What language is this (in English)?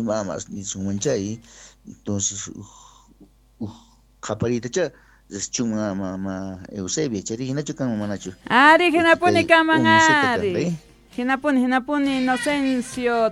South Bolivian Quechua